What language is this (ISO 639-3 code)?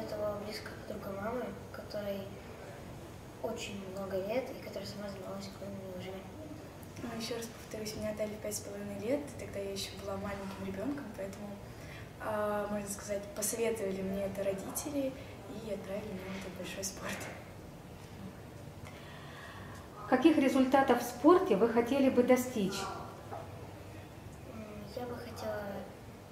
rus